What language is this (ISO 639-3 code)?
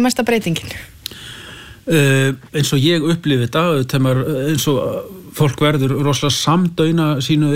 isl